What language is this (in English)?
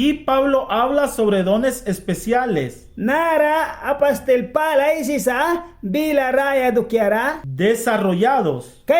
Mískito